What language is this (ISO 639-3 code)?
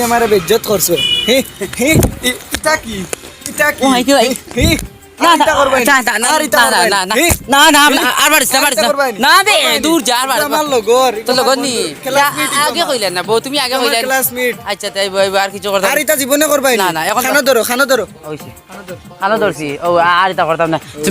syl